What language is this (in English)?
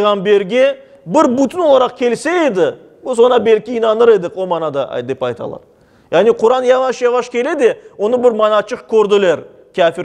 Crimean Tatar